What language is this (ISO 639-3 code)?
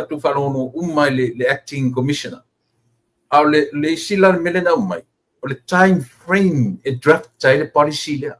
smo